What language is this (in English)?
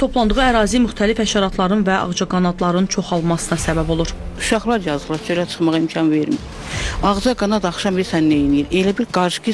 Azerbaijani